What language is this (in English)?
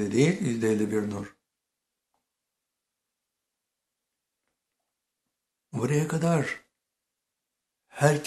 Turkish